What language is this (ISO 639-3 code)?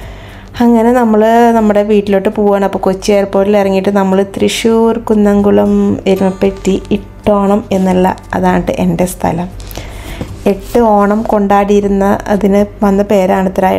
mal